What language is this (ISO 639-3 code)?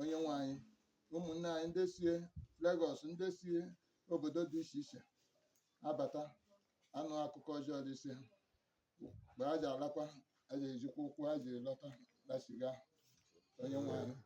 ibo